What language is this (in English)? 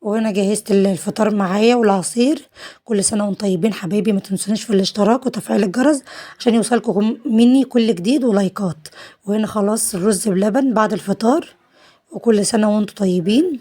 Egyptian Arabic